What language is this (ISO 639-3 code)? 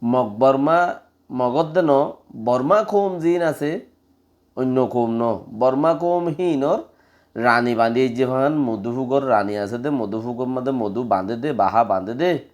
rhg